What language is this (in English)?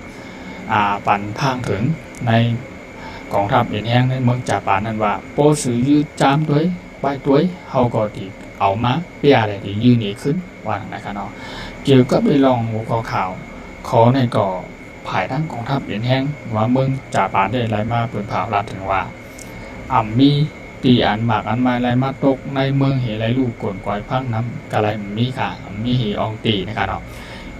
Shan